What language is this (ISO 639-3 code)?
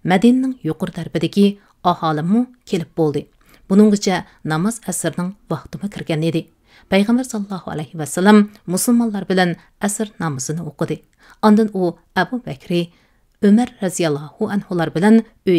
uig